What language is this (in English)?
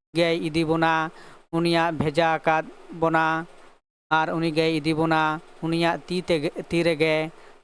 Santali